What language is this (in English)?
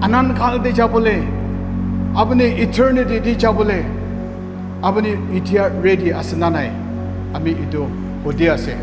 Naga Pidgin